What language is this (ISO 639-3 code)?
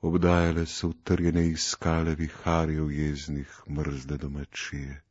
slv